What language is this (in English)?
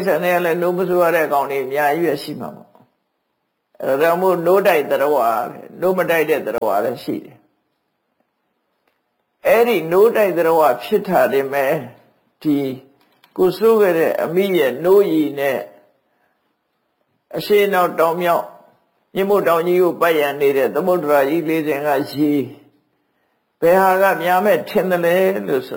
Burmese